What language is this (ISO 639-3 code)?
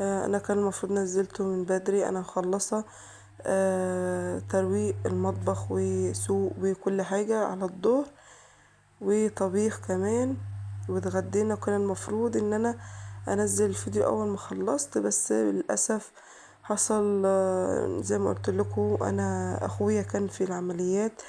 arz